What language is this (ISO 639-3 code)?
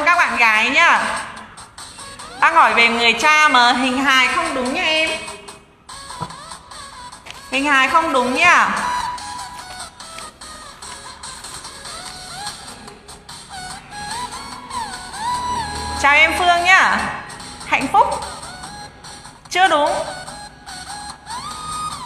vie